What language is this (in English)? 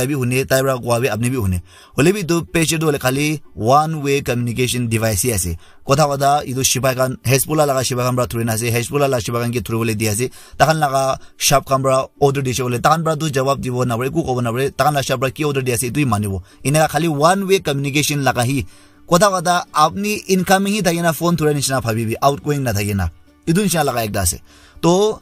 Naga Pidgin